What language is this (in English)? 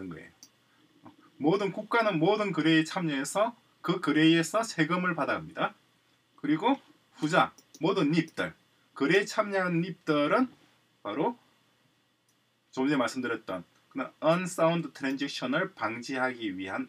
Korean